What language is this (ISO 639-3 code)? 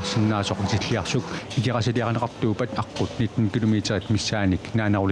kal